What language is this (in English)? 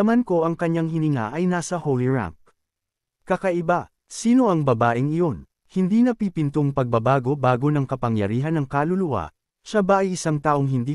Filipino